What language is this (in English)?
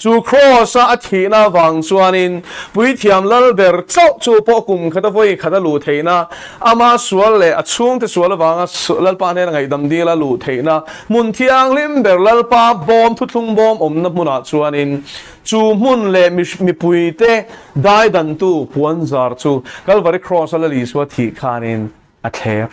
Mizo